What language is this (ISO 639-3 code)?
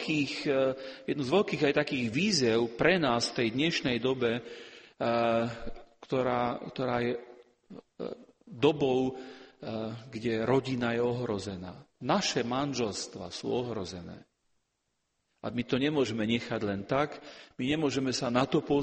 slk